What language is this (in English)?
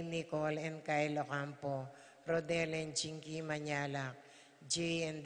Pampanga